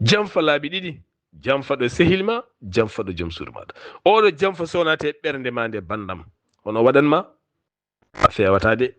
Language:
Fula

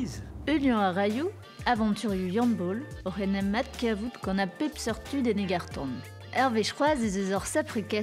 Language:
Breton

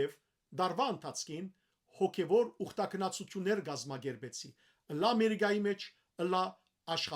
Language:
Western Armenian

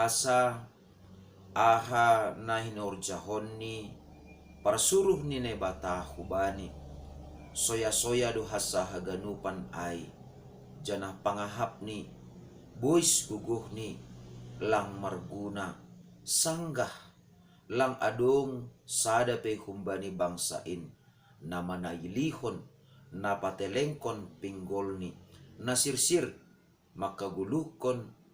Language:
Batak Simalungun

